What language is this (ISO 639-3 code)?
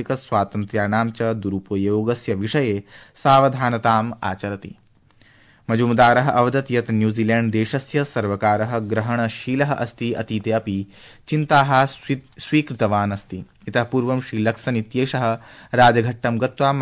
san